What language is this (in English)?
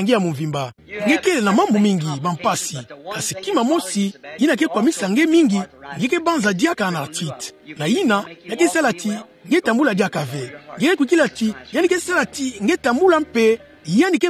Kituba (Democratic Republic of Congo)